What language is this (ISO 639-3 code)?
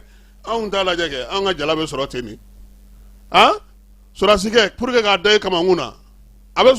bam